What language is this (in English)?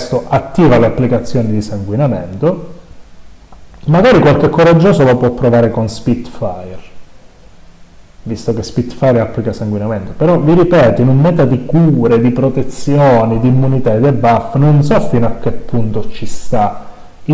Italian